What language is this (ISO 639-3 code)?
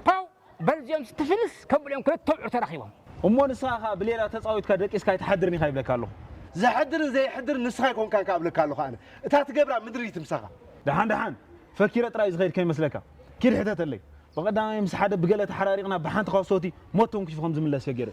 tir